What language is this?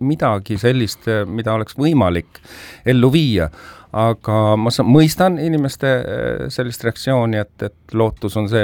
Estonian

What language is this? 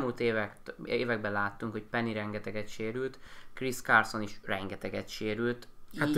Hungarian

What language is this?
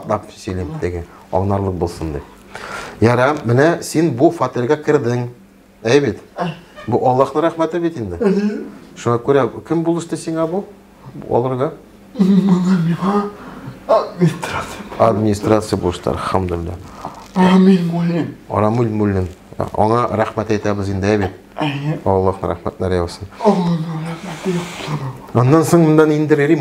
Tatar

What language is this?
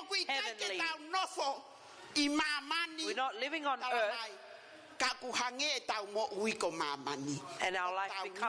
Tongan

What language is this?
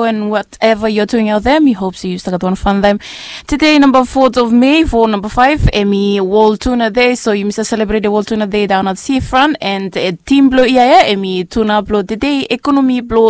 Bislama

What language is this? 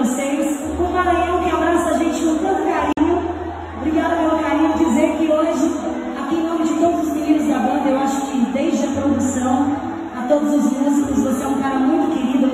Portuguese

